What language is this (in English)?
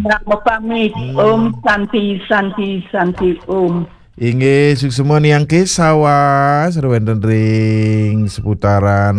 Balinese